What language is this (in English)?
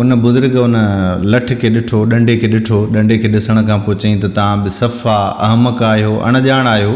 Sindhi